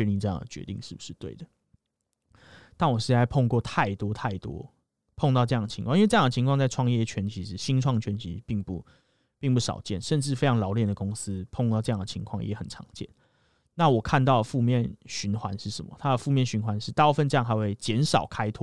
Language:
Chinese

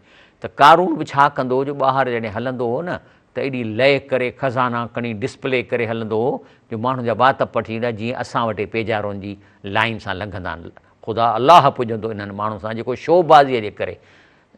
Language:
Sindhi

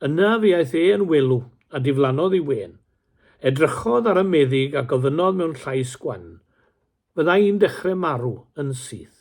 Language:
Welsh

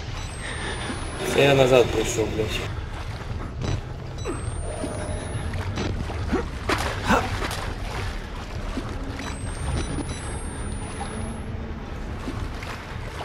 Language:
Ukrainian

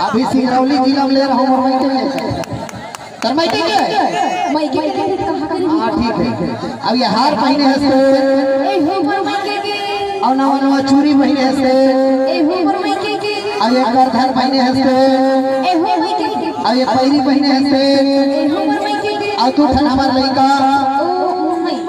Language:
Chhattisgarhi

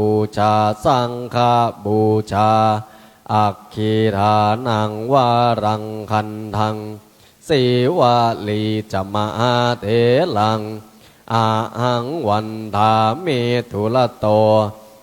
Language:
Pali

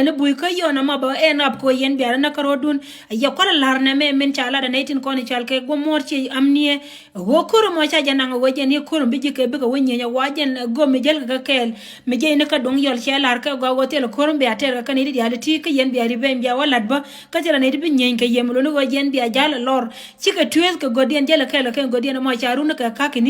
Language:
Nuer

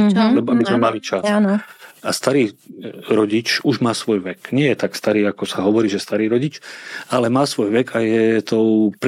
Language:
Slovak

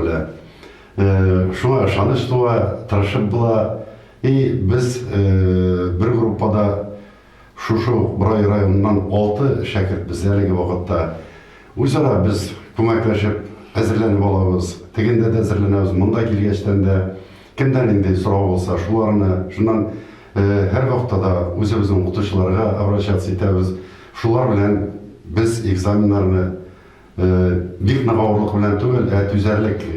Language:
Tatar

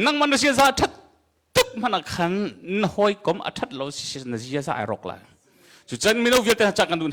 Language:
Hakha Chin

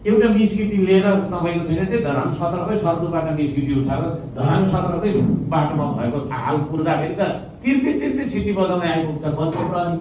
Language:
Nepali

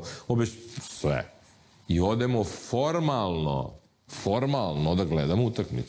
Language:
Serbian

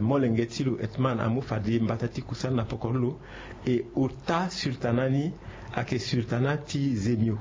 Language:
Sango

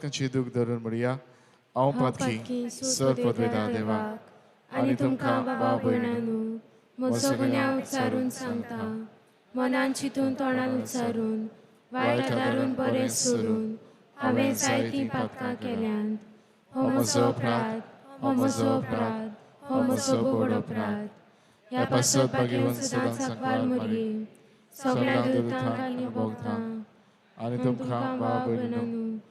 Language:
Konkani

